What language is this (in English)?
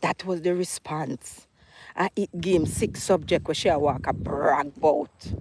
Jamaican Creole English